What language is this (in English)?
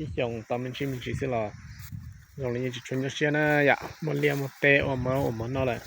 Hmong